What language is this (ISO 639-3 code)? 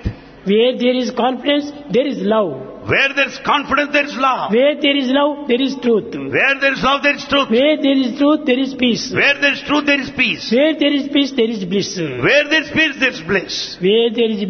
tel